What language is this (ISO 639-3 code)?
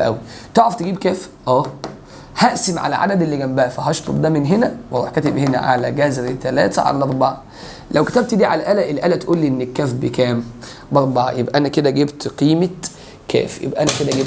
arz